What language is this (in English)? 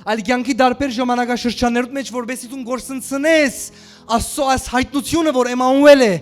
Western Armenian